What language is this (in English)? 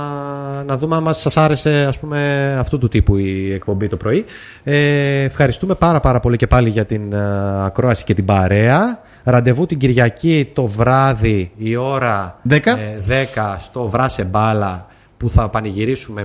Greek